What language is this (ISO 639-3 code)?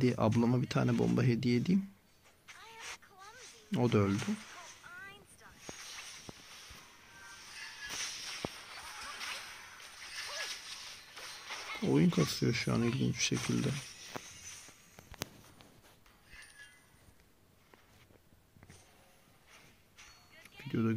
tur